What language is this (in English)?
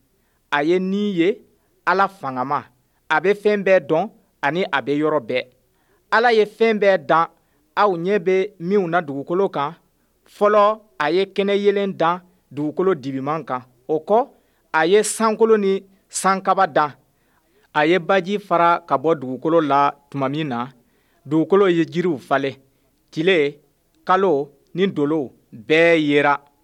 Bambara